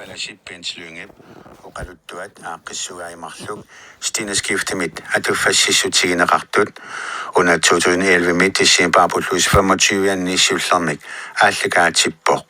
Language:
Kalaallisut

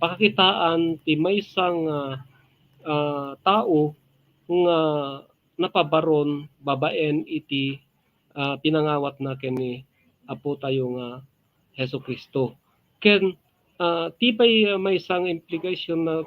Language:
Iloko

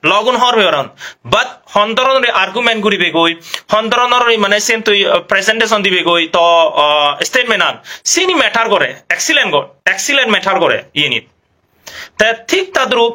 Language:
Chakma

